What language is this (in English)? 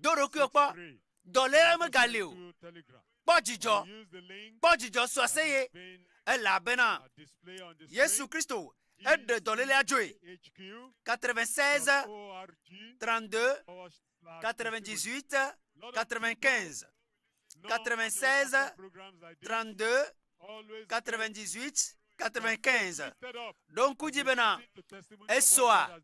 Ewe